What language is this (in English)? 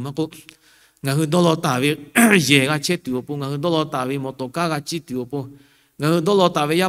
Lahu